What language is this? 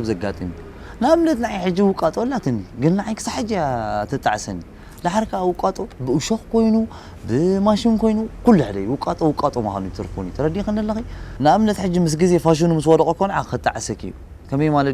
Tigrinya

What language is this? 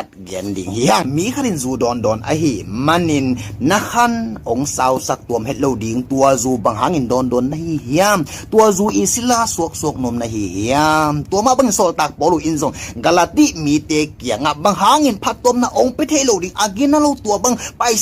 Tedim Chin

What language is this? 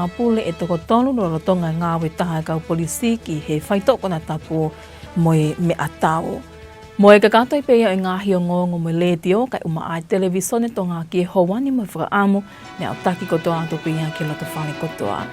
Tongan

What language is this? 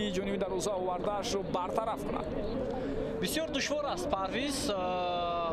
Tajik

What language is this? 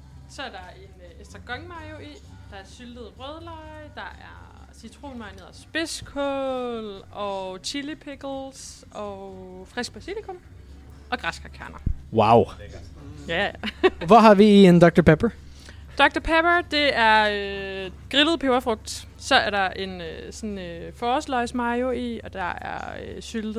Danish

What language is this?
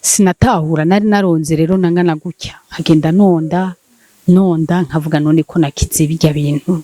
Rundi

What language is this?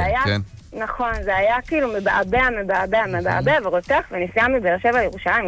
Hebrew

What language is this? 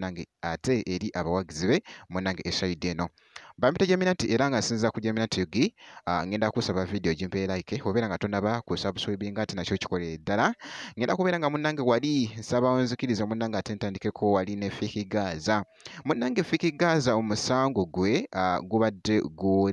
Ganda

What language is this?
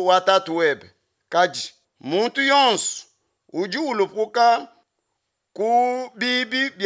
Luba-Lulua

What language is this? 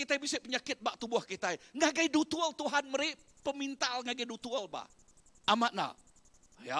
Iban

